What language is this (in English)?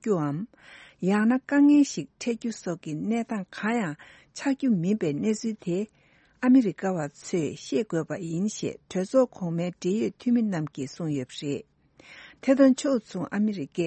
Tibetan